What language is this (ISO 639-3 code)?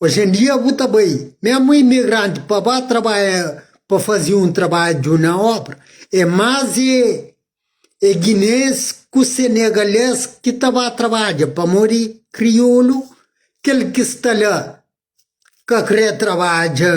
kea